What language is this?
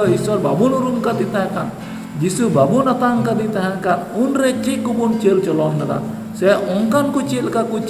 Santali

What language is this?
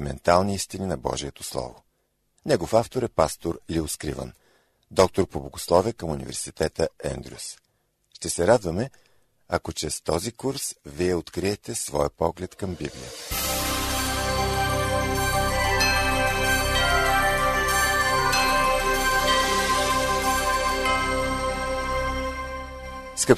Bulgarian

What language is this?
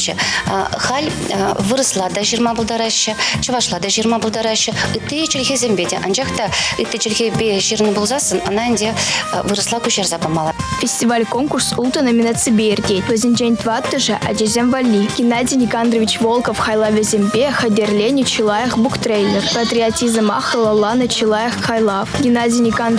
Chuvash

